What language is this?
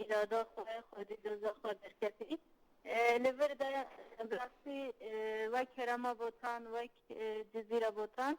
Kurdish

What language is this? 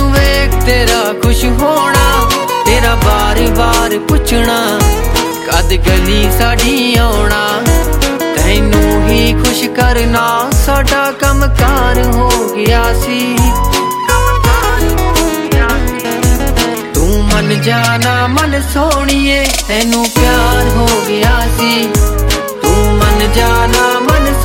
Punjabi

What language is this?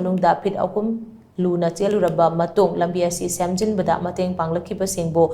Manipuri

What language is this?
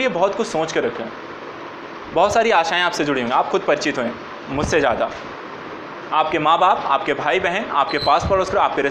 Hindi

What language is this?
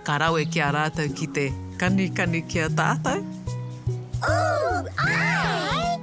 Māori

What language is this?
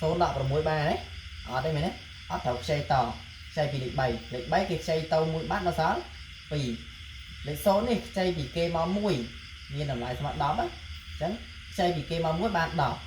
Khmer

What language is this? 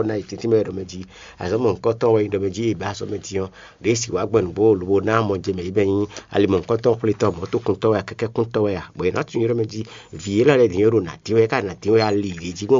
Fon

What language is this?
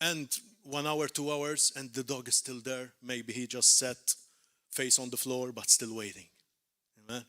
English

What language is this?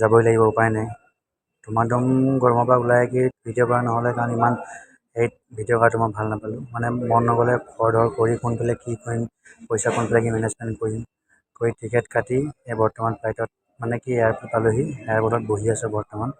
Assamese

